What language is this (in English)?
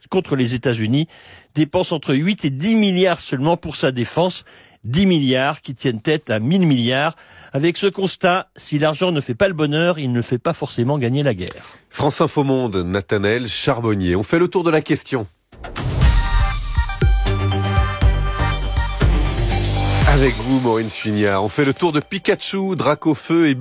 French